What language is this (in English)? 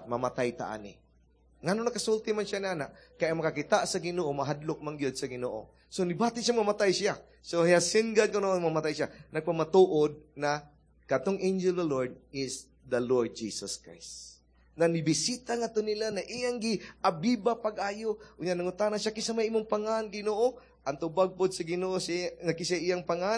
Cebuano